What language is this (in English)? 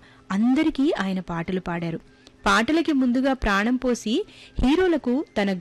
Telugu